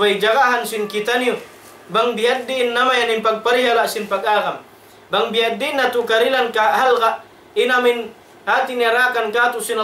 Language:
Tausug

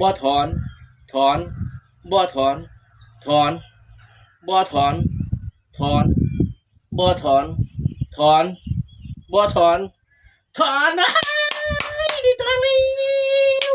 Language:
Lao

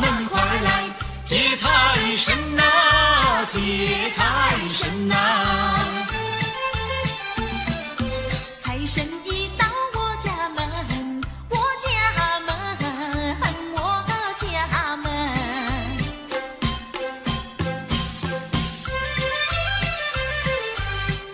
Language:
Chinese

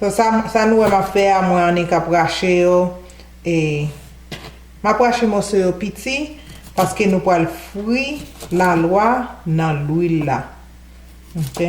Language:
Haitian Creole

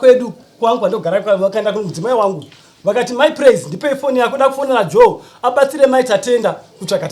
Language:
Shona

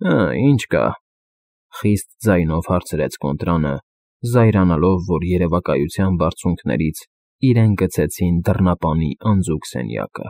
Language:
Armenian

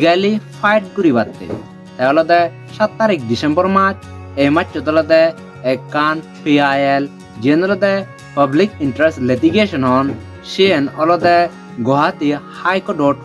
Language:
Chakma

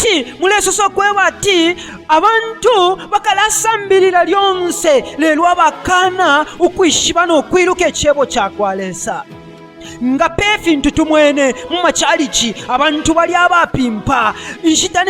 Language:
Bemba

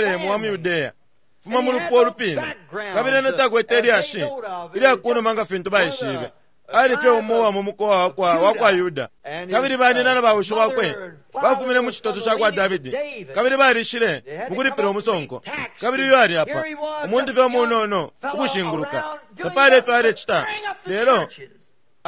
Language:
Bemba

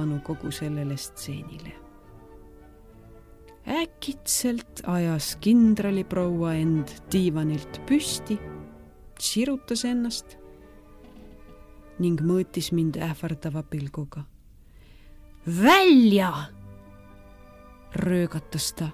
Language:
Estonian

